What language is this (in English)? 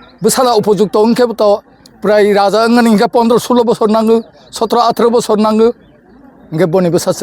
Kok Borok